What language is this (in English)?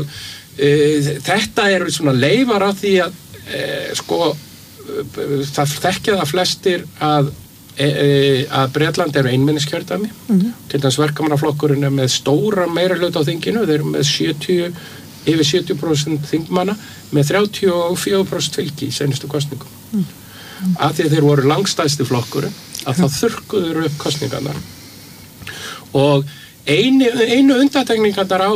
Icelandic